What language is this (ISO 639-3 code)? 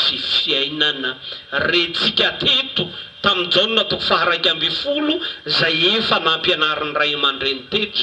mlg